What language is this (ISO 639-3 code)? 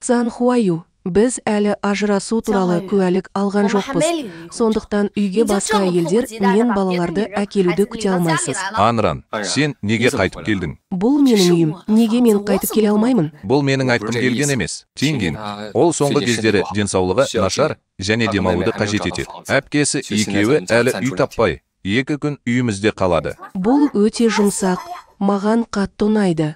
kaz